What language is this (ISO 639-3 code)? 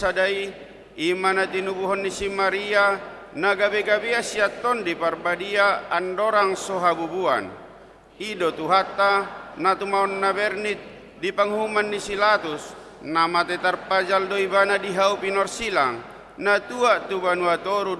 bbc